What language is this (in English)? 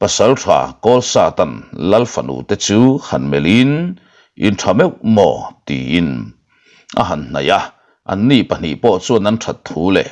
Mizo